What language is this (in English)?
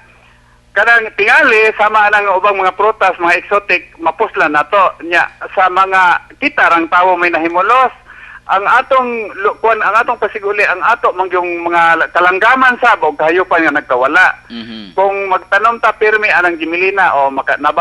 Cebuano